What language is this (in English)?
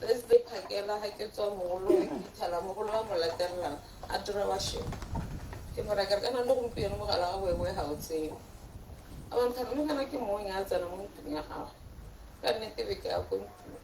Tswana